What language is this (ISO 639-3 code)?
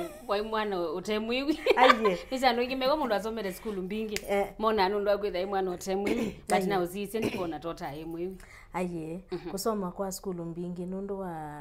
kam